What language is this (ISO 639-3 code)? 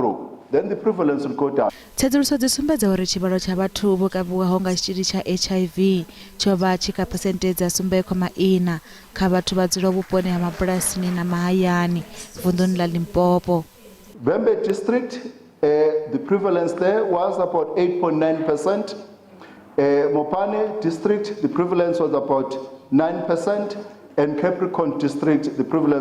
ven